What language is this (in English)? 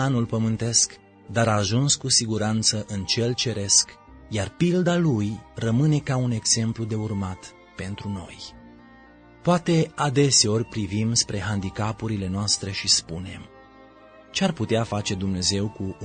Romanian